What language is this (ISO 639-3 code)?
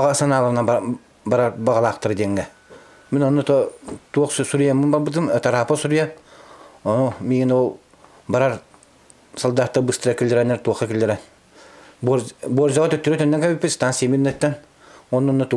sah